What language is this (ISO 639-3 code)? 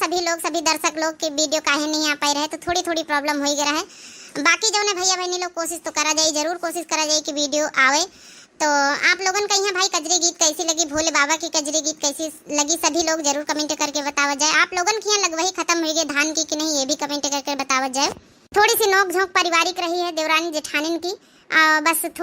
awa